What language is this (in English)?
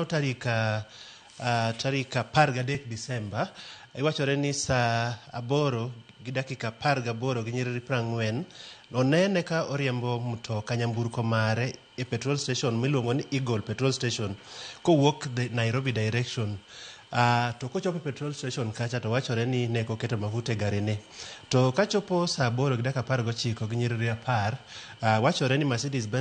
Luo (Kenya and Tanzania)